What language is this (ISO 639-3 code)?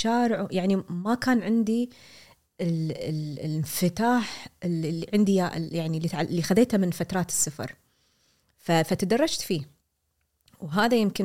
afb